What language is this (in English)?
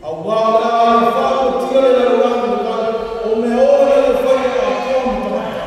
Samoan